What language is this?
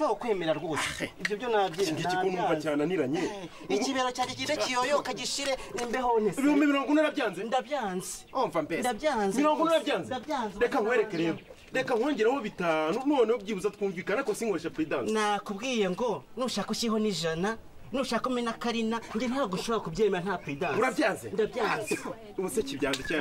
Kinyarwanda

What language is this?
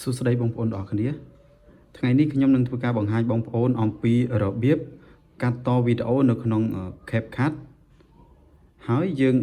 Khmer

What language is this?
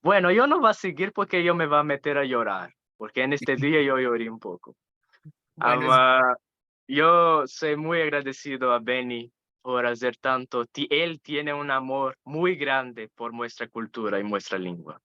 Ladino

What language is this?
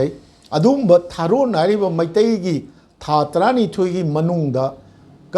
Manipuri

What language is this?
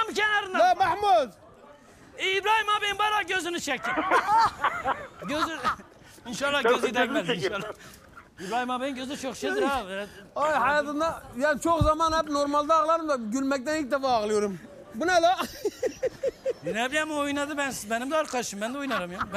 Turkish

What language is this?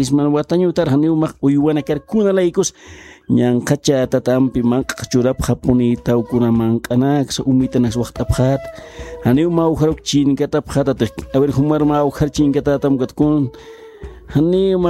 Aymara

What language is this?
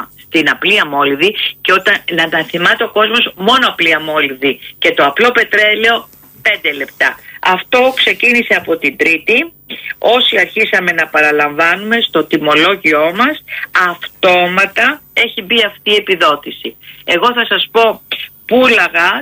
Greek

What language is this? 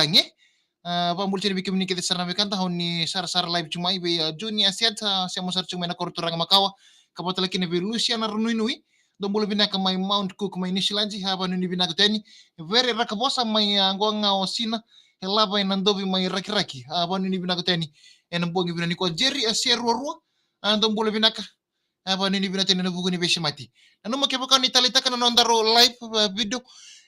Fijian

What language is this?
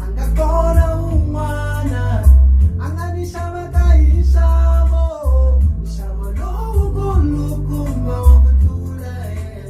Tsonga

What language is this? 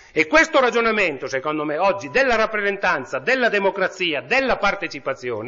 Italian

